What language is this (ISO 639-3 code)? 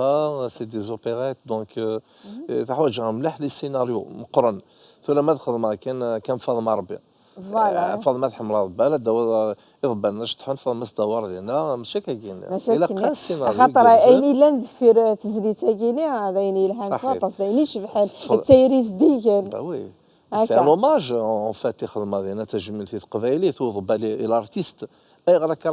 kab